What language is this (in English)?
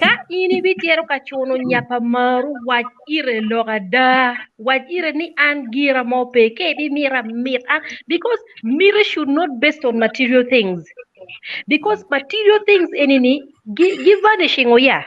Acoli